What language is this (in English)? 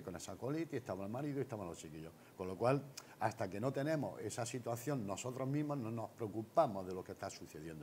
Spanish